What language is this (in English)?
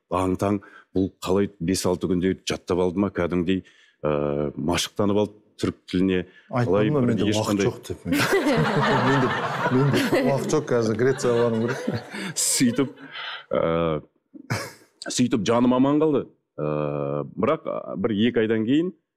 Kazakh